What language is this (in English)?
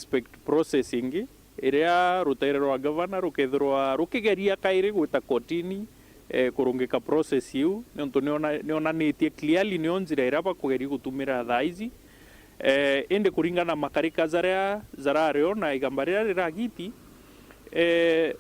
Meru